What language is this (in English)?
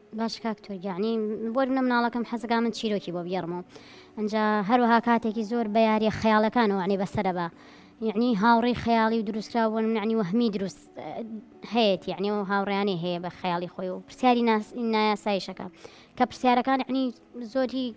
Central Kurdish